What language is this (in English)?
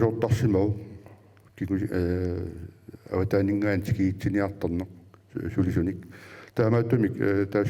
Kalaallisut